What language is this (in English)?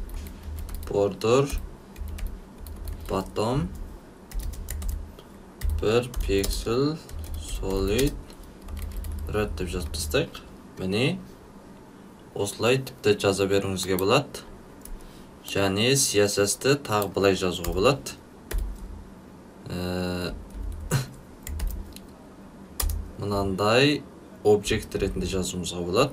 Kazakh